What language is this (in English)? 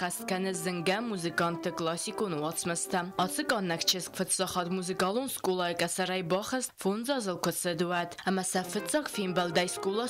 Ossetic